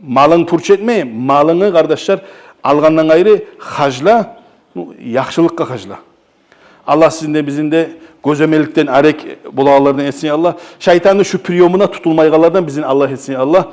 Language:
Kumyk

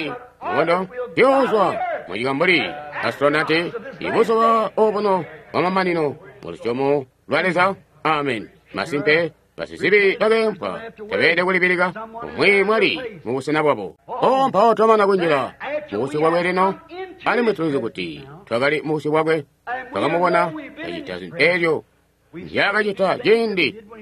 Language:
Tonga (Zambia)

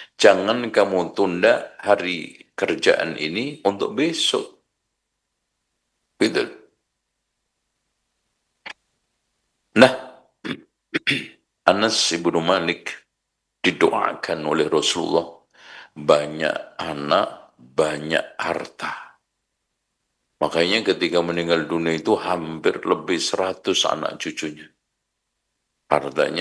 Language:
Indonesian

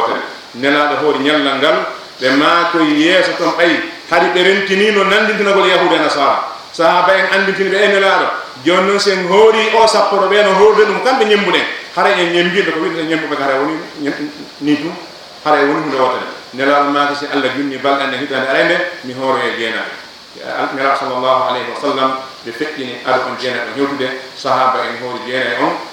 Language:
Fula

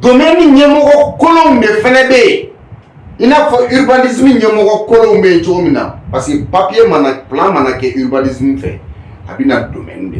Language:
Bambara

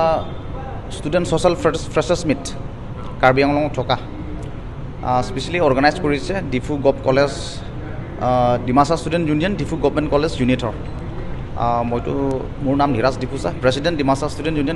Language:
Karbi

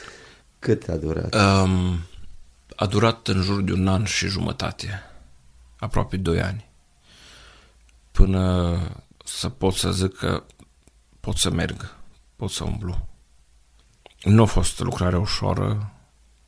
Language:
Romanian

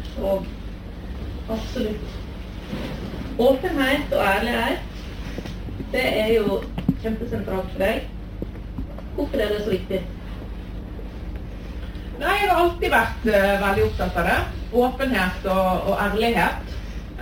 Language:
Norwegian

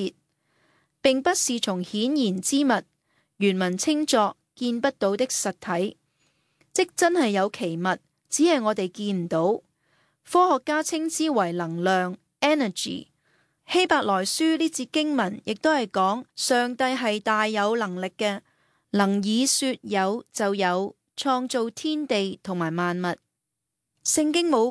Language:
Cantonese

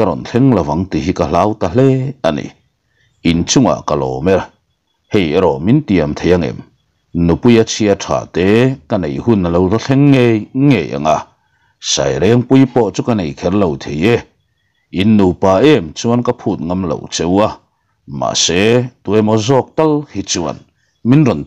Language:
Mizo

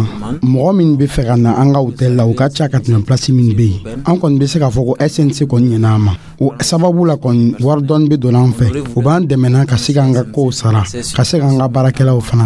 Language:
Dyula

